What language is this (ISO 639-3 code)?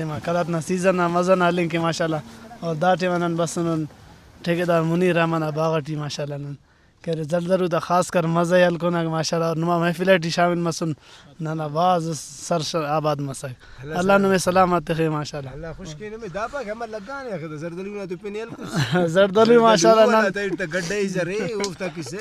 brh